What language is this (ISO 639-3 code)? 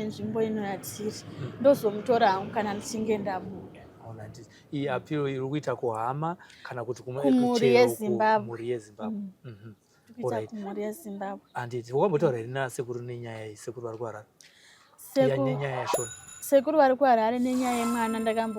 sna